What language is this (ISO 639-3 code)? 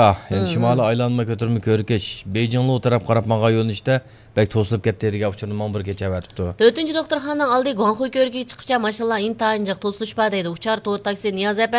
uig